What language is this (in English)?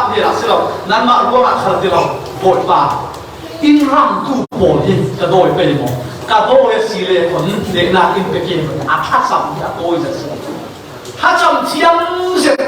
Falam Chin